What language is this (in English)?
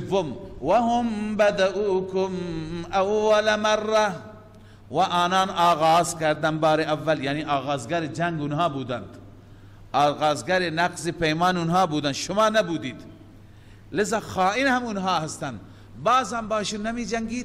Persian